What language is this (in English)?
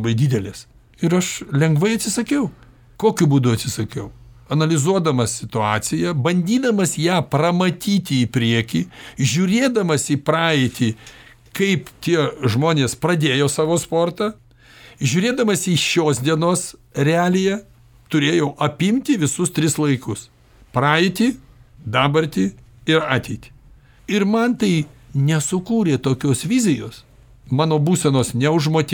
Lithuanian